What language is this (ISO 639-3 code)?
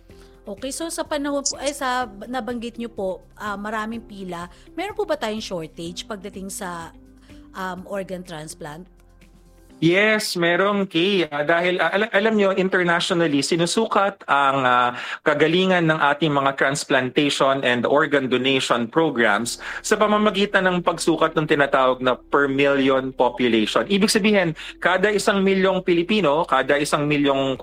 fil